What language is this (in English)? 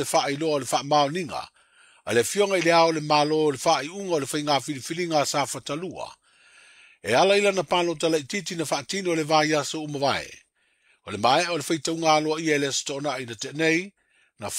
Samoan